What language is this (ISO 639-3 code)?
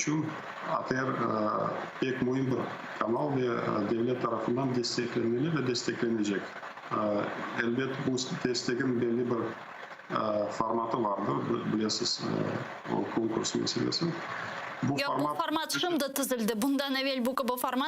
crh